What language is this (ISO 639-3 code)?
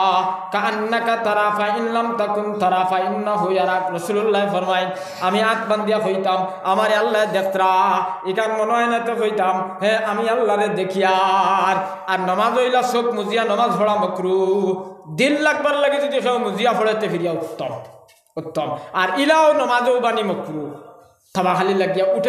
syl